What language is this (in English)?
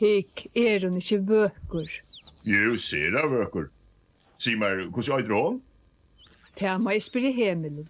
Faroese